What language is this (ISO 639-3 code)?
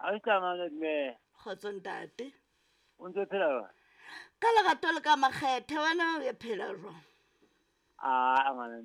sot